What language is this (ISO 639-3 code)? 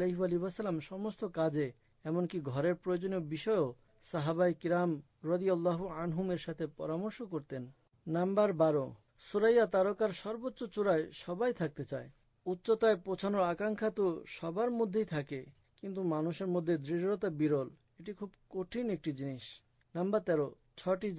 ben